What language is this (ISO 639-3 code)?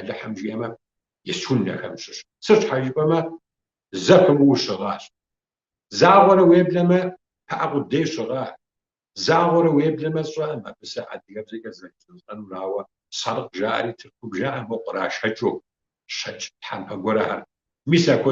kbd